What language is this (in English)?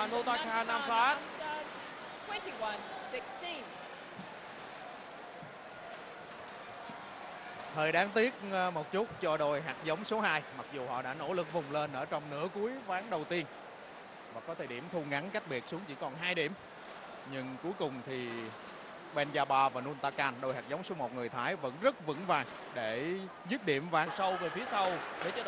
Vietnamese